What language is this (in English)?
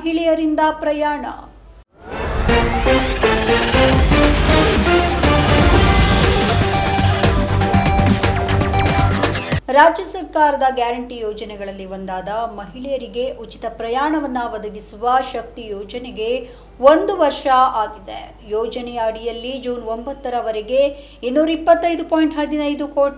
Kannada